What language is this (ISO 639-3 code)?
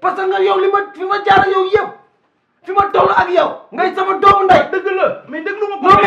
wol